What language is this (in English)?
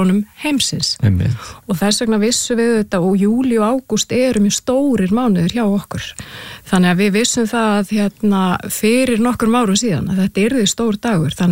Icelandic